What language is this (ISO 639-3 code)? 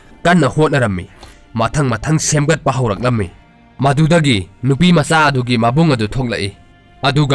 mni